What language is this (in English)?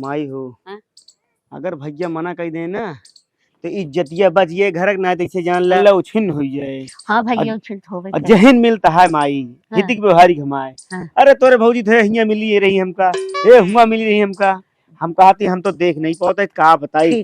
Awadhi